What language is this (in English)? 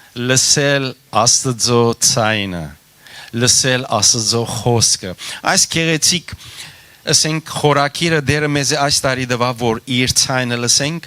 Western Armenian